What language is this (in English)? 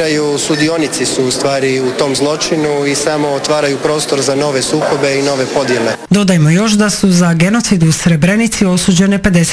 Croatian